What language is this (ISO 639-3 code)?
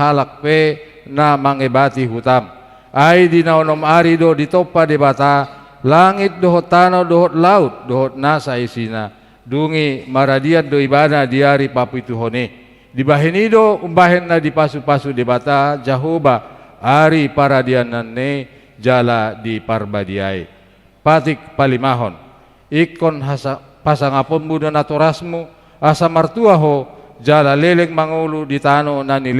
bbc